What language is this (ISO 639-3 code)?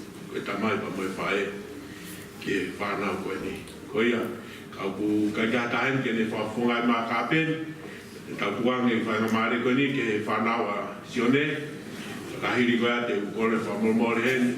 ton